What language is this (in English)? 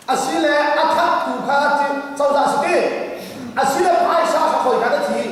Hakha Chin